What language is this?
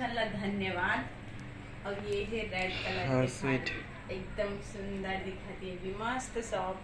Chhattisgarhi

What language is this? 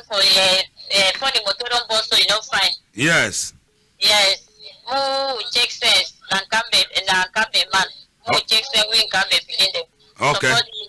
Cameroon Pidgin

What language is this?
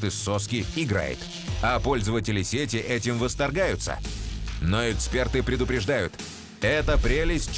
Russian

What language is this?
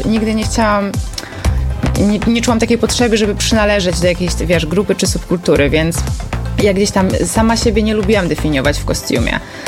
Polish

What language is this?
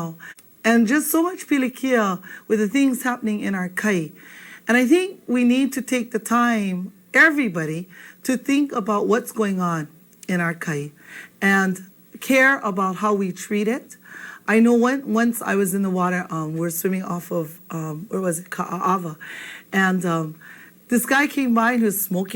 Hawaiian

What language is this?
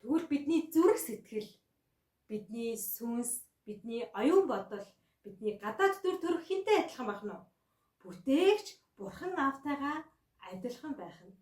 Mongolian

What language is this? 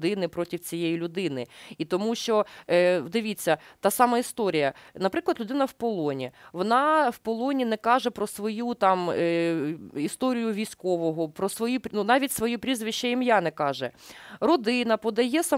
Ukrainian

